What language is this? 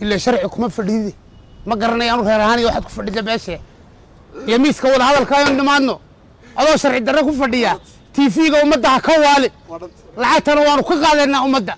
Somali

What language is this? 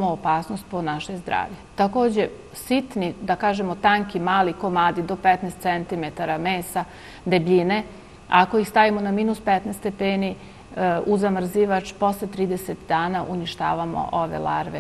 Serbian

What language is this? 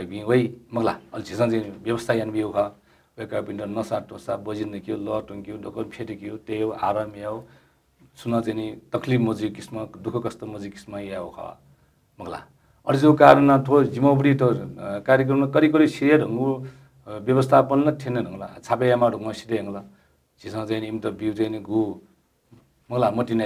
Newari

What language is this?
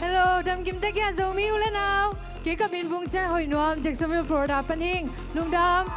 Tedim Chin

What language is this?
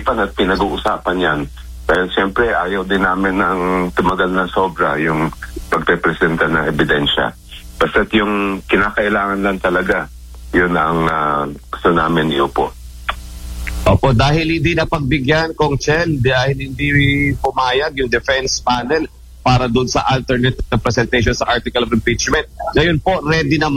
Filipino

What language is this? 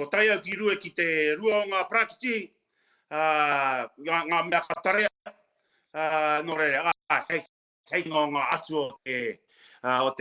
Māori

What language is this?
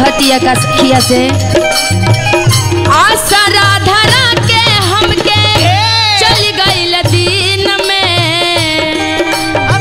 Bhojpuri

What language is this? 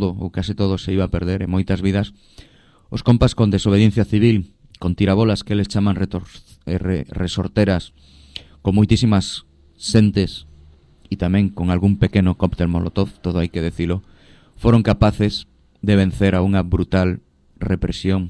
Galician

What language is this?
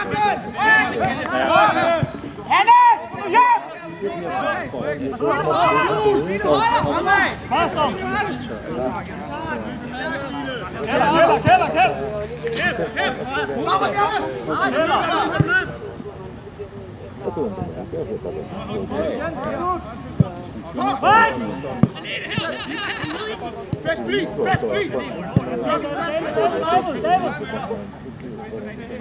Danish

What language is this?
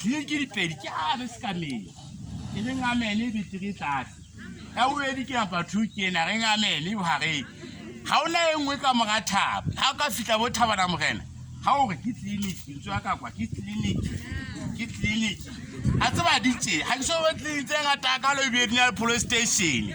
Southern Sotho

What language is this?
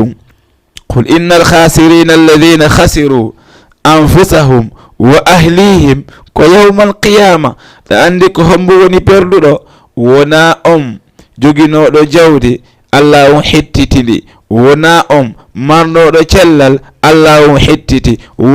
Fula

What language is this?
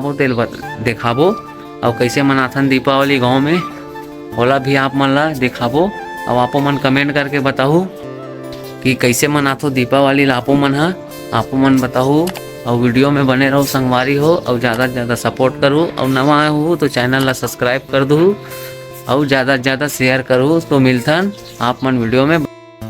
Chhattisgarhi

